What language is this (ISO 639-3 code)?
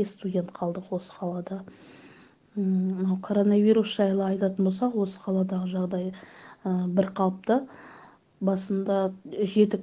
kaz